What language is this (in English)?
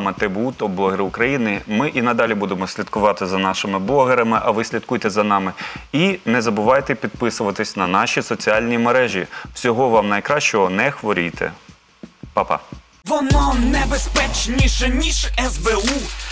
Ukrainian